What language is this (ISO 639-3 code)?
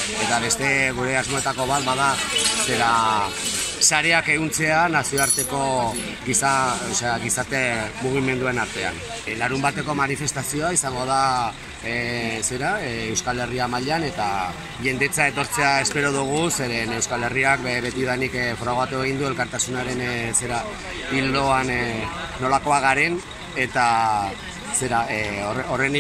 eus